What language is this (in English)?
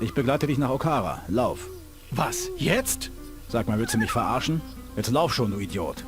Bavarian